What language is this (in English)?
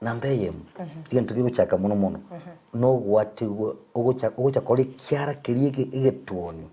Gusii